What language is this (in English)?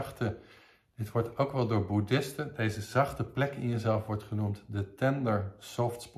Dutch